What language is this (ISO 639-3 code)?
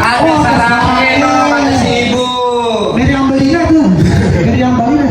bew